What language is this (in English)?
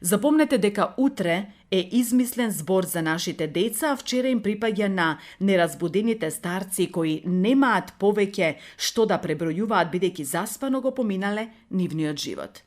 Macedonian